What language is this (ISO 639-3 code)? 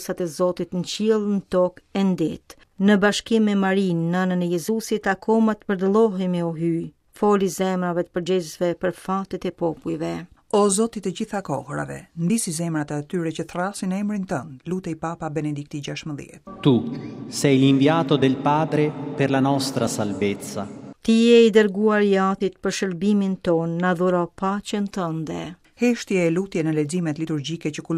sqi